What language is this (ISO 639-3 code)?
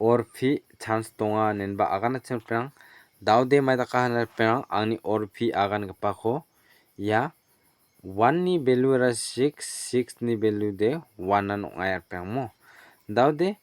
grt